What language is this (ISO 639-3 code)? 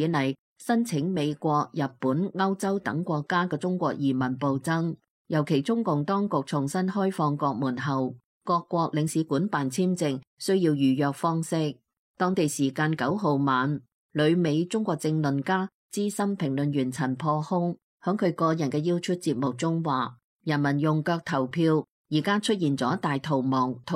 yue